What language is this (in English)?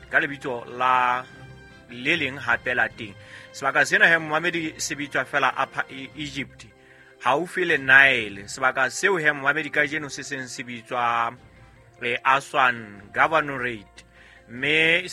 Southern Sotho